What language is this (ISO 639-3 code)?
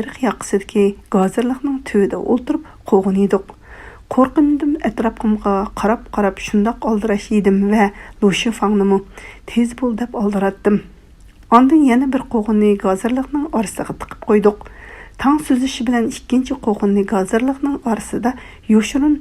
uig